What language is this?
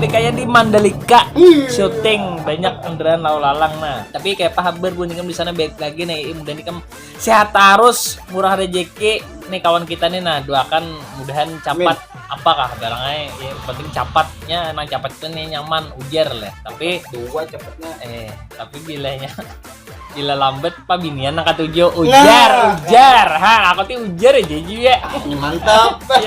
Banjar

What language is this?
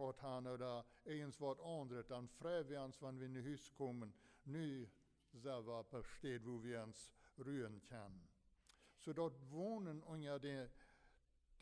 Plautdietsch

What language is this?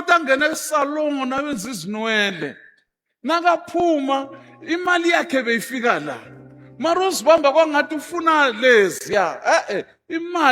Zulu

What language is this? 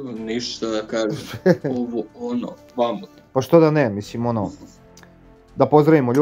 Croatian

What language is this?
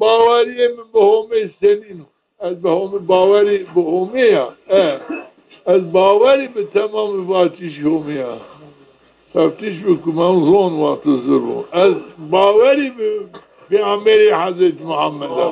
Zaza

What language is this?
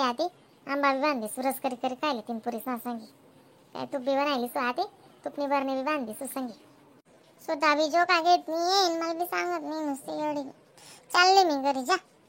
Khandesi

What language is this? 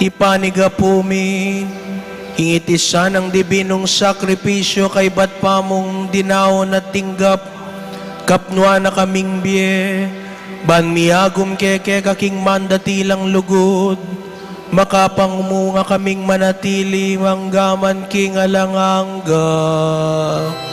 Pampanga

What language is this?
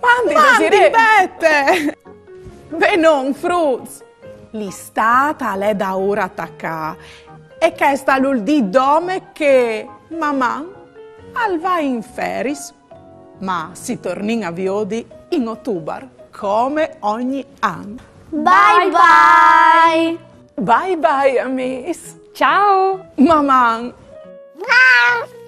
Friulian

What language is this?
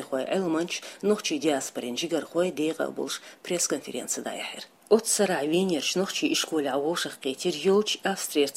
Chechen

